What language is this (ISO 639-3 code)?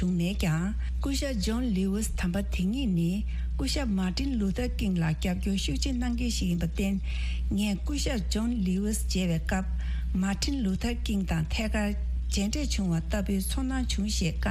bod